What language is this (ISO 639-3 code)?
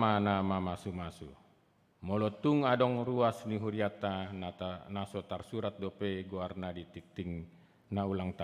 bbc